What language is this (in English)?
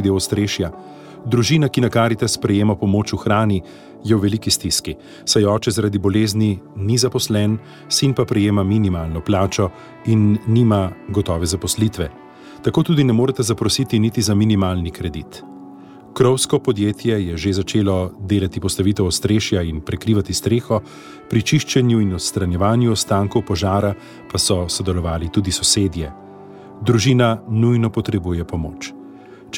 Slovenian